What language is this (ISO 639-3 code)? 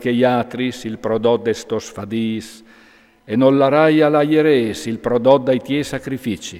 fur